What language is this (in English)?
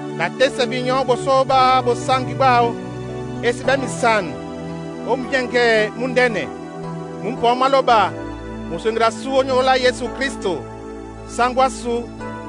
Duala